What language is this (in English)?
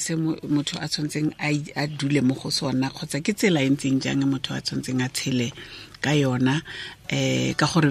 Tswana